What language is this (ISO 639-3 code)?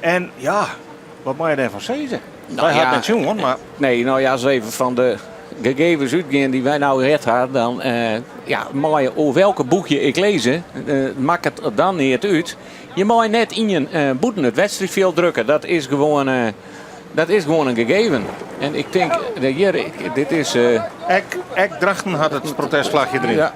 fry